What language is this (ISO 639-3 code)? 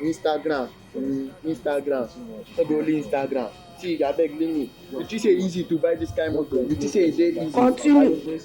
pcm